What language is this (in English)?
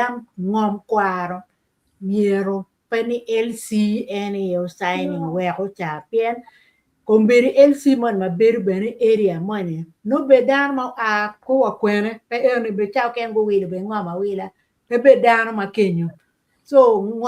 Acoli